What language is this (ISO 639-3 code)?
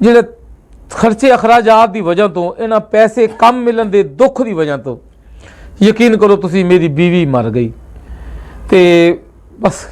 lah